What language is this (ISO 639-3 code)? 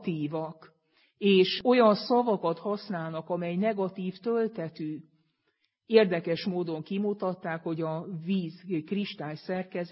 hun